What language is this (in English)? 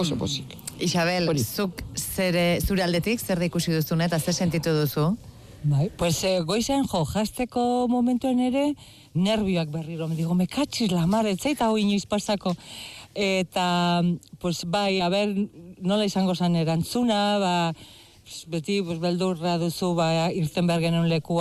Basque